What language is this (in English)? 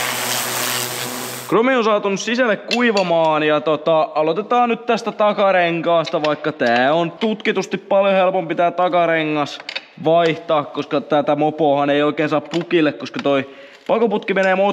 Finnish